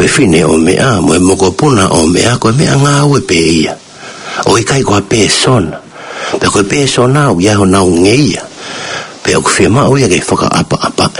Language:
Tongan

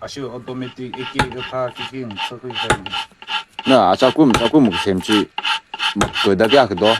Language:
Tangkhul Naga (India)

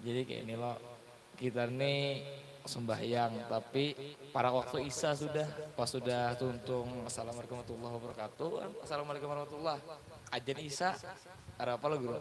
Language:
Banjar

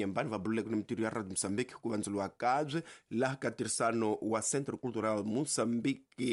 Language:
Tsonga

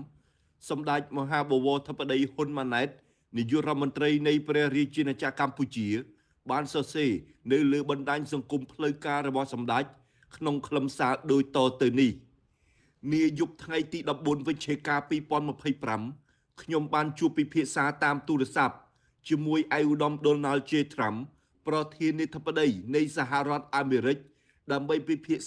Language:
Khmer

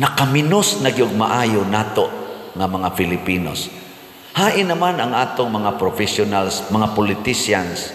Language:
Cebuano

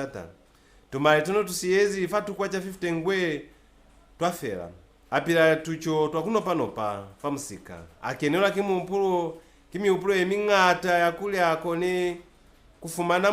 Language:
Lozi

